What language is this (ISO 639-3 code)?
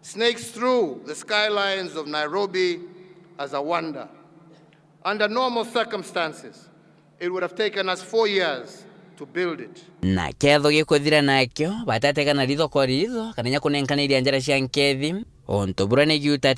mer